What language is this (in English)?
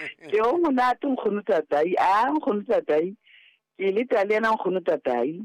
Southern Sotho